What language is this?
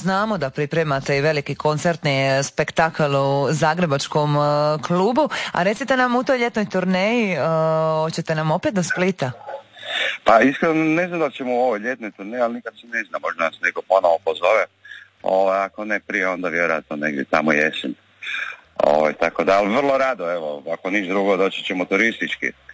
Croatian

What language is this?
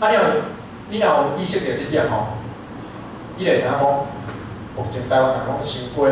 Min Nan Chinese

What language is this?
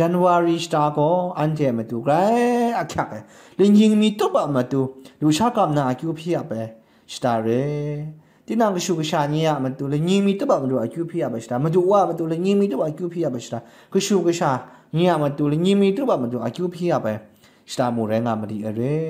Kachin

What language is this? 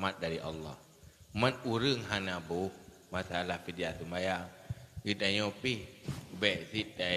Achinese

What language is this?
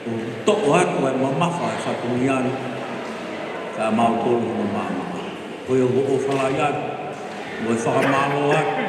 Tongan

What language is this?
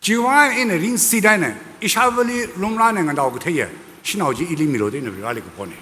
Tangkhul Naga (India)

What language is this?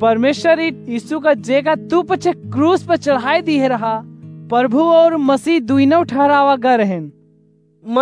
Awadhi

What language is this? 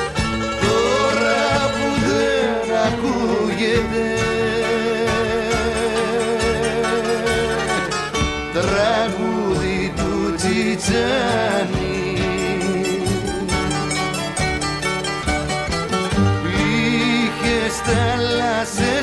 Greek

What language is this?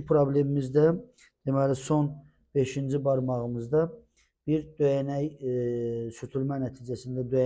Azerbaijani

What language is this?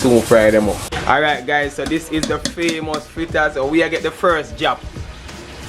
Jamaican Creole English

